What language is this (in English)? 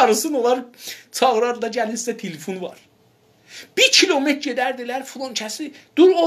South Azerbaijani